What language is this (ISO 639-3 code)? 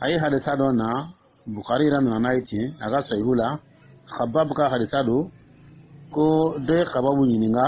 dyu